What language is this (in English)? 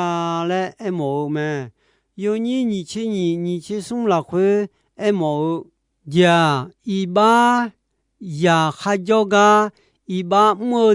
Akha